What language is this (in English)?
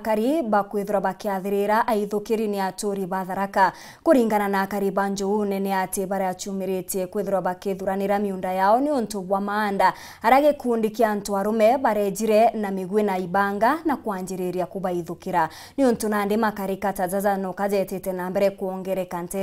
Meru